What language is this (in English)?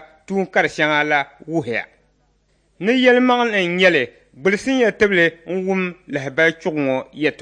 Dagbani